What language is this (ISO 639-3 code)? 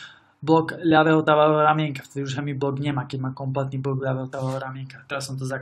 slk